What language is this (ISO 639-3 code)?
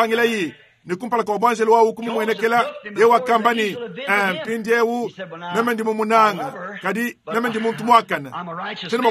lua